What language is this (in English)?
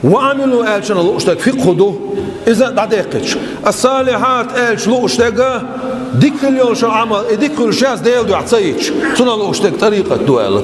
Chechen